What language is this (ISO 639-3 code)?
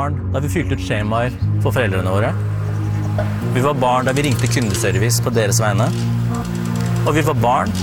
nor